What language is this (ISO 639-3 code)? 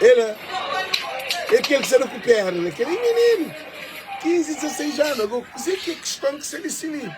kea